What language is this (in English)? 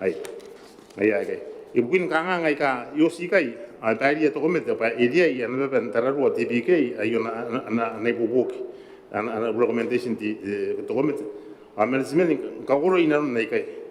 Gilbertese